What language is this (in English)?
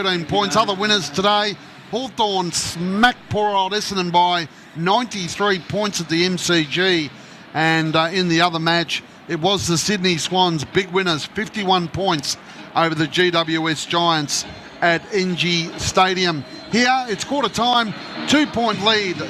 English